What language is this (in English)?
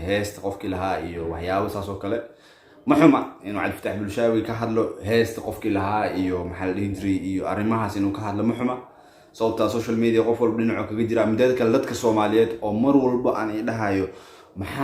Somali